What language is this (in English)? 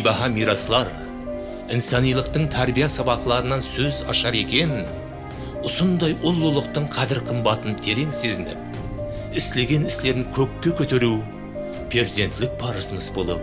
Kara-Kalpak